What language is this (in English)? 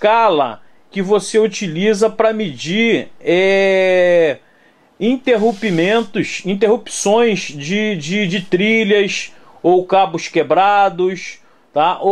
Portuguese